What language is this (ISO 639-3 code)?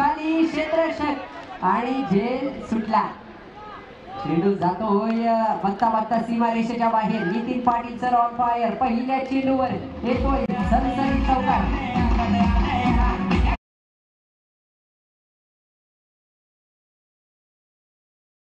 mar